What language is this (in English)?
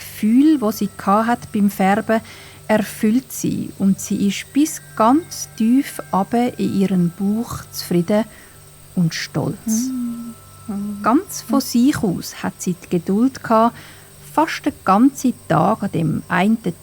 Swiss German